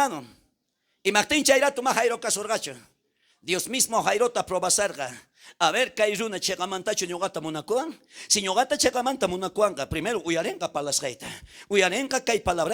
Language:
South Bolivian Quechua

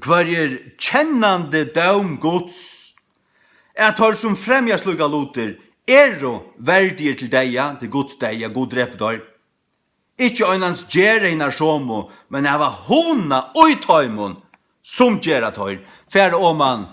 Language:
Faroese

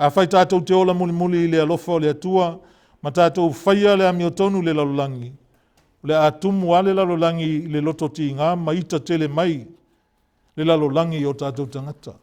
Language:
Samoan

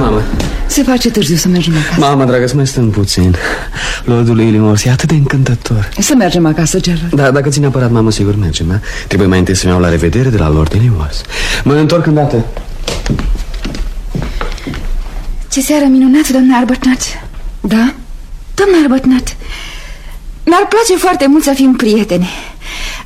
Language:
Romanian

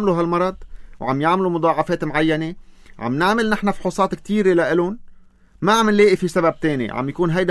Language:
North Levantine Arabic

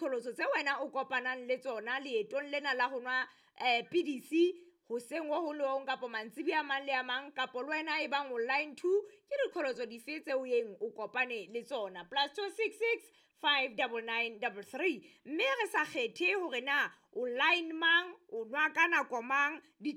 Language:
Southern Sotho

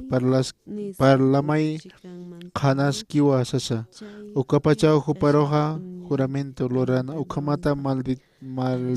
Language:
Aymara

